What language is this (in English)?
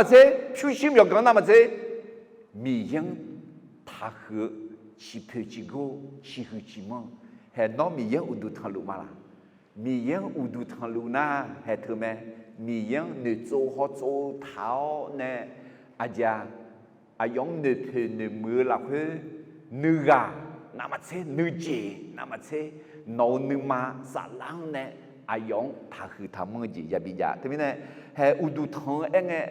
Akha